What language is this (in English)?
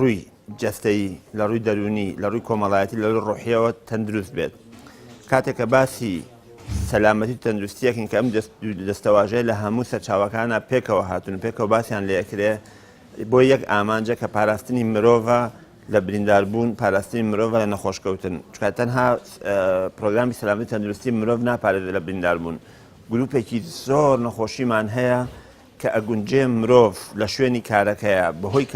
Central Kurdish